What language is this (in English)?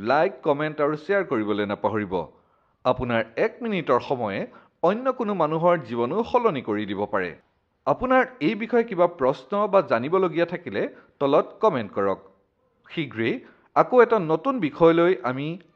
Assamese